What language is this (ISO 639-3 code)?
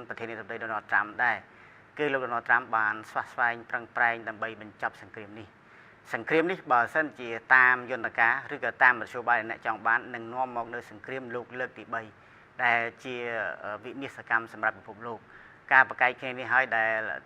khm